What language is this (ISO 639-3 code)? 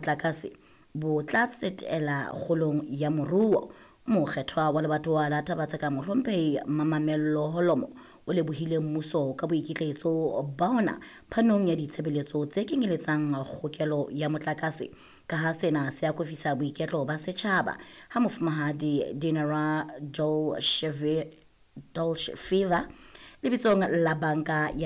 sot